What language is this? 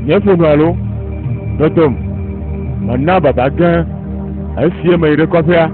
Ewe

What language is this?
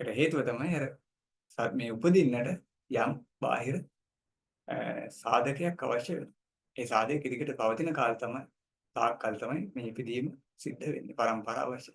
Sinhala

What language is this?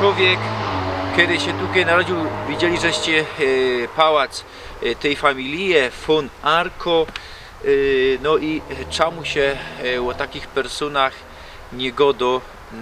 Silesian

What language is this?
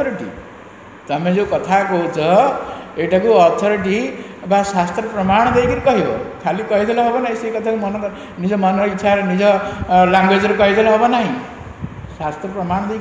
Odia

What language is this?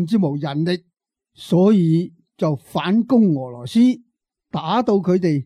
Cantonese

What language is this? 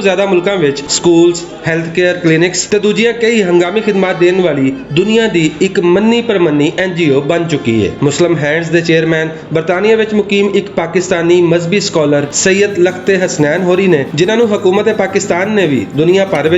Western Panjabi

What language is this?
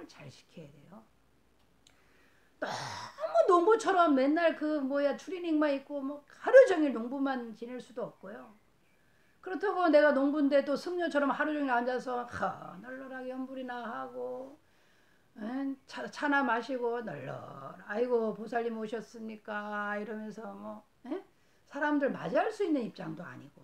Korean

